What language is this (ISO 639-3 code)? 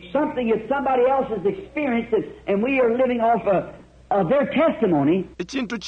bem